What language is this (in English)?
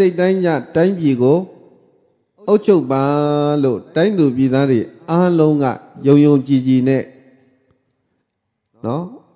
Burmese